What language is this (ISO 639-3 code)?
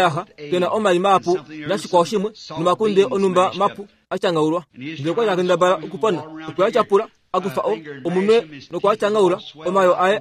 kua